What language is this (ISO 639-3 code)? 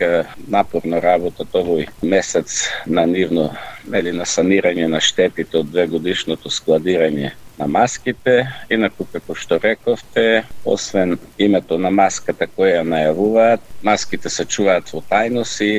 mkd